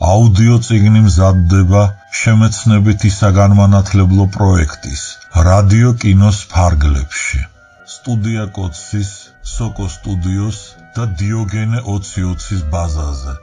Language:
Georgian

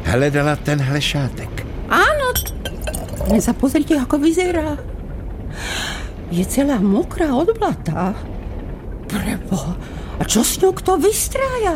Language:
Slovak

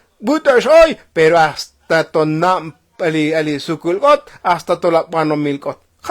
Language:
Tzotzil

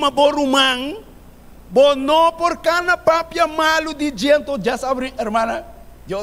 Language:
Papiamento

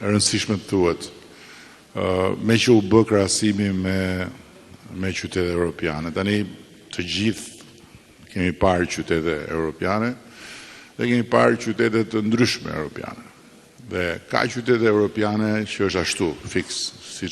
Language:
Albanian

